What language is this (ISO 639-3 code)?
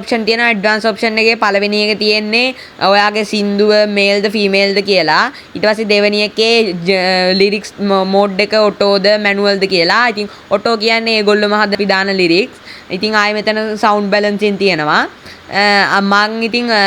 sin